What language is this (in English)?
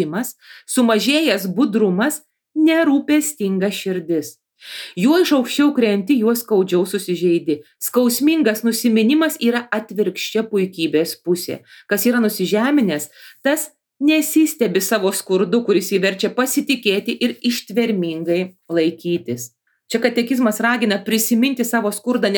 Lithuanian